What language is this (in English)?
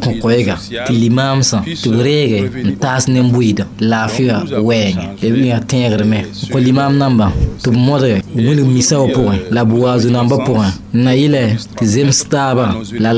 Mossi